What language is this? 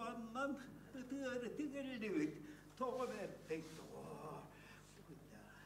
Yakut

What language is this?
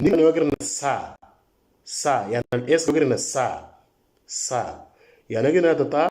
Moro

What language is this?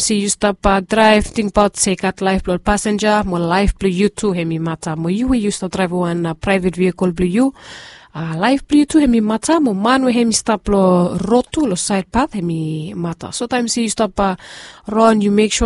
Bislama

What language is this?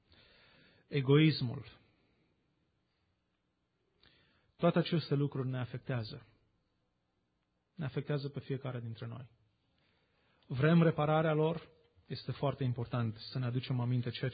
Romanian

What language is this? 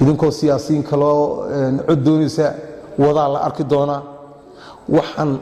Somali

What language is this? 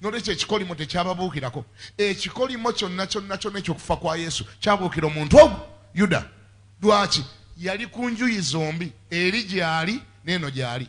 Ganda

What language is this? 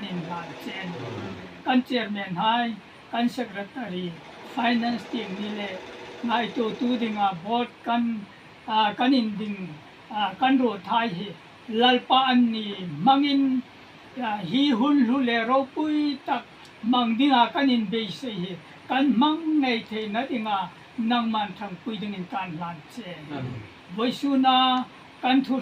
Hmar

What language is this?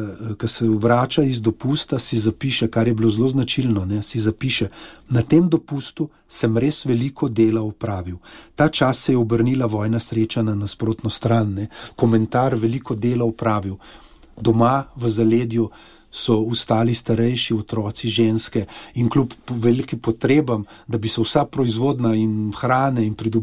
Slovenian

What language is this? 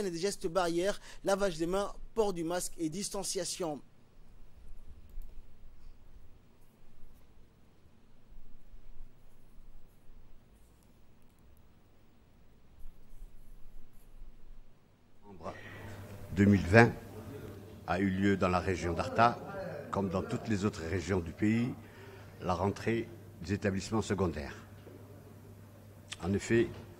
French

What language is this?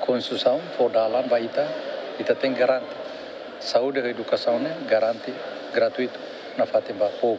Tetum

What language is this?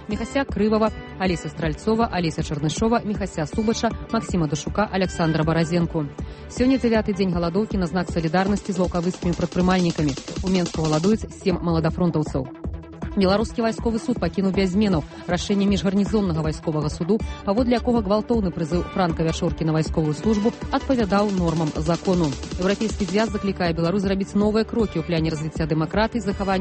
Belarusian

